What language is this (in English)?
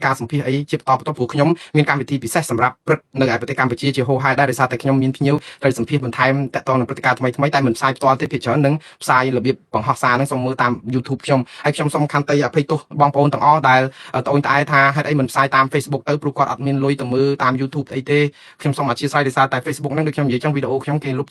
Khmer